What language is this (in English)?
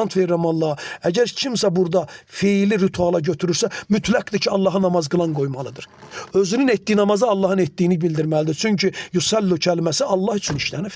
Azerbaijani